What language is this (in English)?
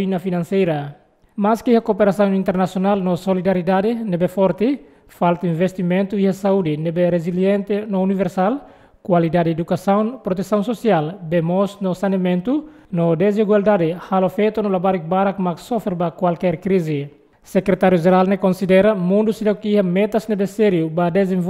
Tetum